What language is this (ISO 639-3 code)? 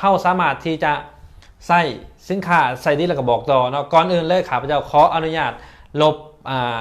lao